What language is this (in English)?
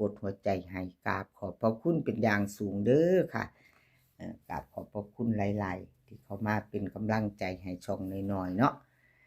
Northeastern Thai